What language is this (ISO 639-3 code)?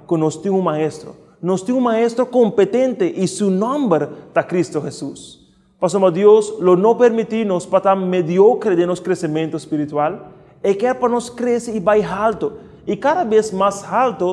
pap